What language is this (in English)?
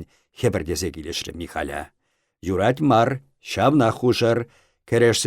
Chuvash